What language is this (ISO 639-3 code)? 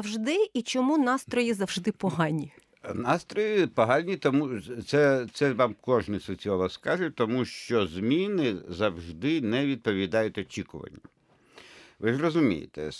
ukr